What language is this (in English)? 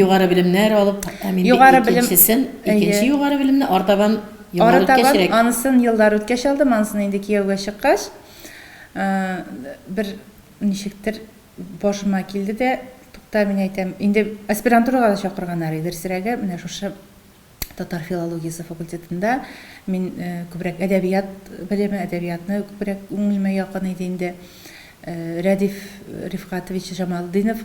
Tatar